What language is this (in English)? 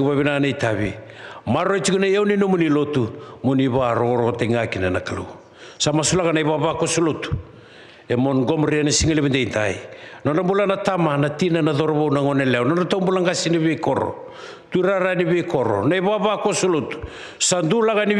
Fijian